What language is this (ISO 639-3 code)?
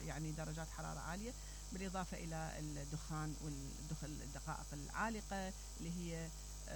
acm